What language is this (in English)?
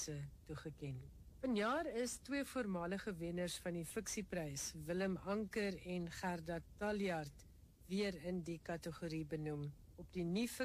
Afrikaans